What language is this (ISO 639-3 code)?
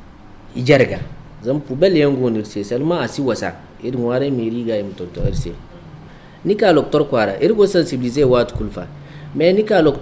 dje